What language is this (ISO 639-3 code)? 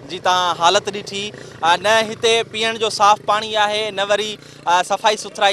snd